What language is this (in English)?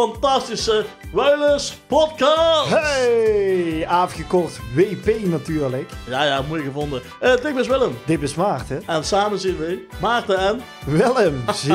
Limburgish